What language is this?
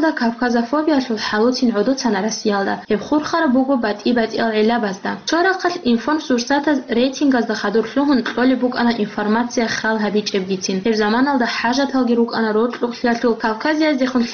Avaric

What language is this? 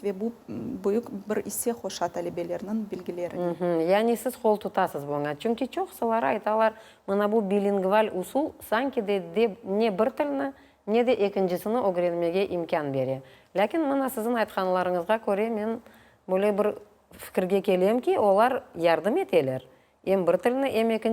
Crimean Tatar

